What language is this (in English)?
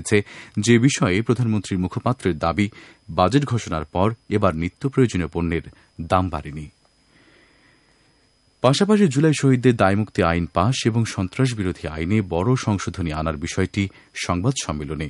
Bangla